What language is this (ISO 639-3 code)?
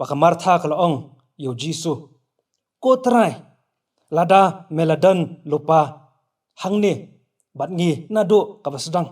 kha